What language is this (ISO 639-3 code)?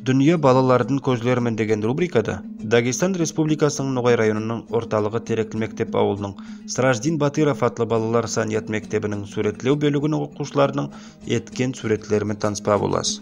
nog